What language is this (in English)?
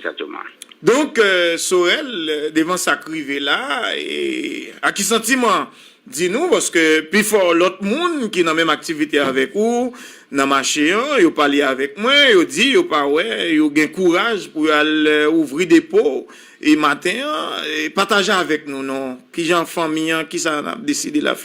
Haitian Creole